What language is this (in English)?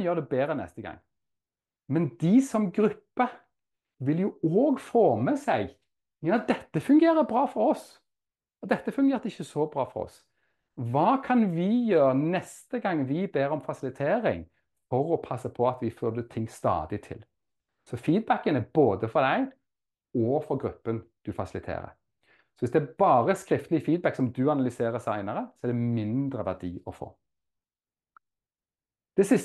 Norwegian